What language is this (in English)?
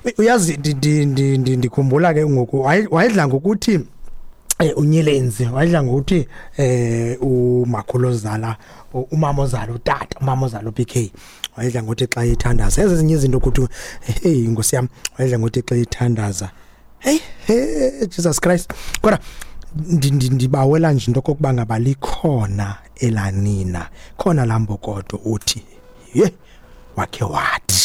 Xhosa